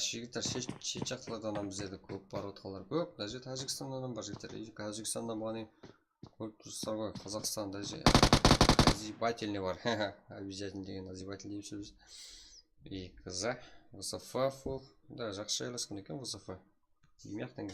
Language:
Kara-Kalpak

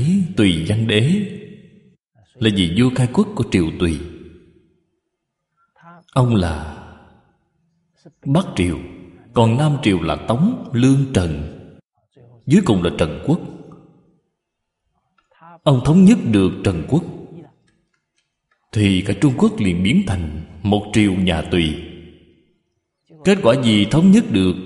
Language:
Vietnamese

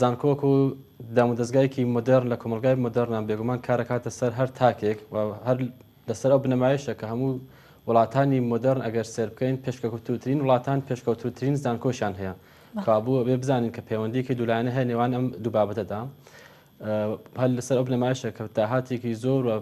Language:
Central Kurdish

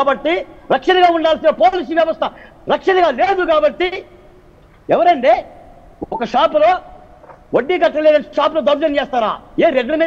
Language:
Telugu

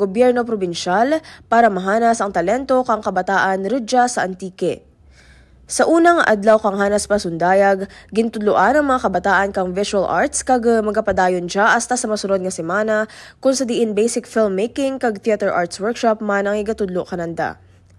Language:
Kinaray-a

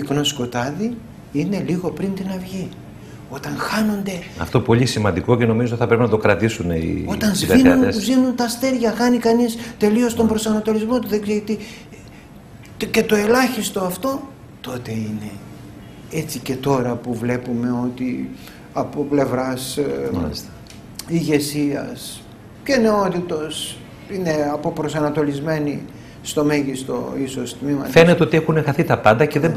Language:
Greek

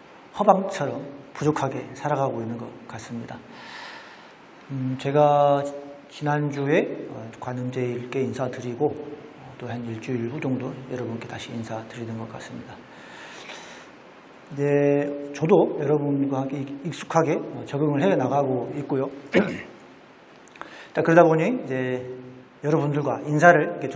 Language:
Korean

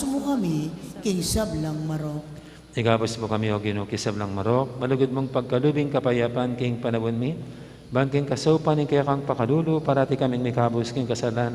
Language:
Pampanga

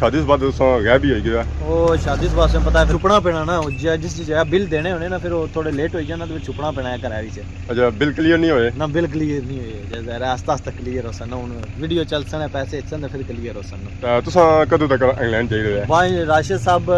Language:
Pahari-Potwari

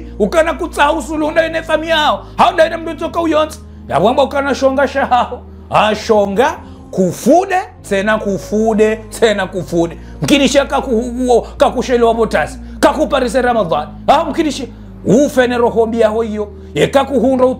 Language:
Ngazidja Comorian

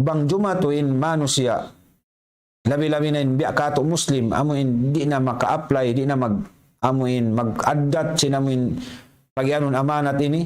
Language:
Tausug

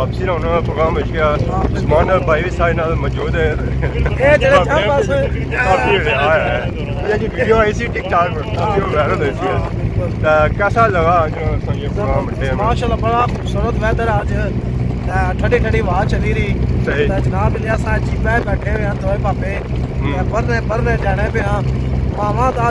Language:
Pahari-Potwari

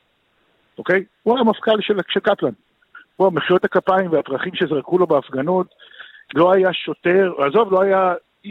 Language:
Hebrew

